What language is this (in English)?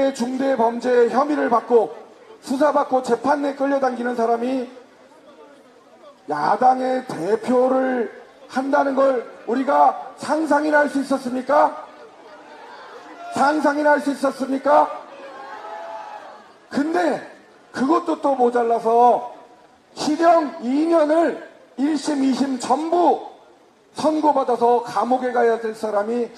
Korean